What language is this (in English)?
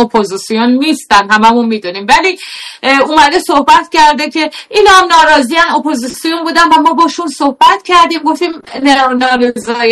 Persian